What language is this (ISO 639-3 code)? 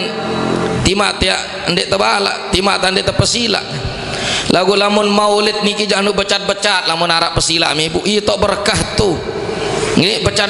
sas